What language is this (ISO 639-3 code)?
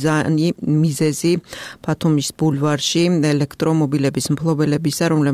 kat